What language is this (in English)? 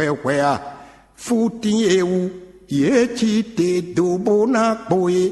Fon